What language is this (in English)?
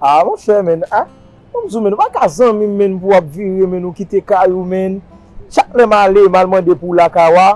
Haitian Creole